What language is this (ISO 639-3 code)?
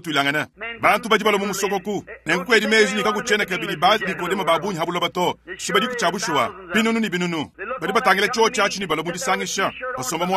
lua